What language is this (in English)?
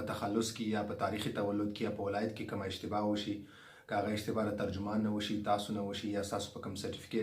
Pashto